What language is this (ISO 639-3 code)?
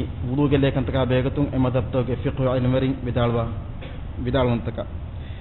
div